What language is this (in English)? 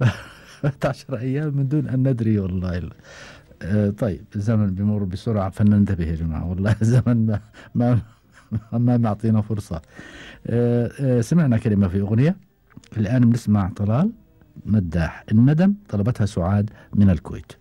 Gulf Arabic